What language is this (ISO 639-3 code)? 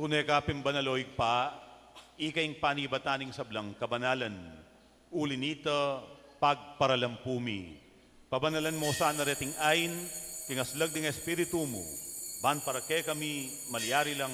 pam